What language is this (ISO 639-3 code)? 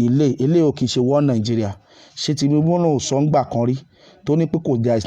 yor